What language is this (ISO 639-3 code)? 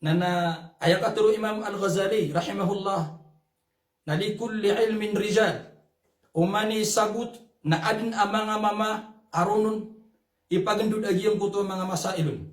mrw